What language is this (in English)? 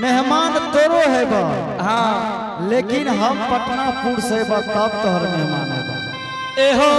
Angika